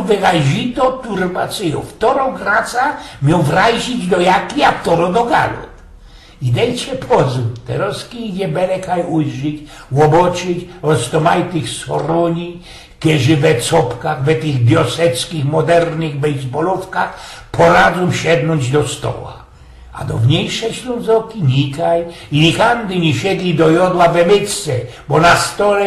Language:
Silesian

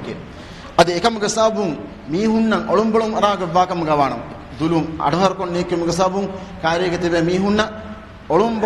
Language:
Divehi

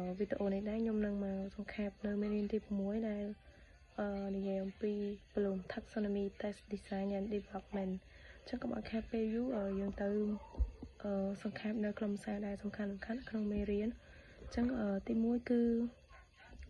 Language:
Khmer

